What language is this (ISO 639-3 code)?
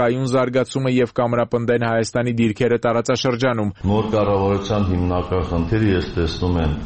hye